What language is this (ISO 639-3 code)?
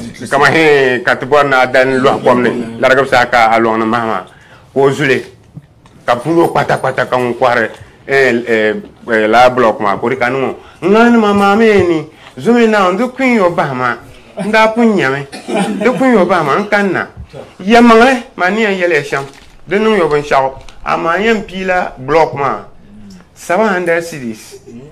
dag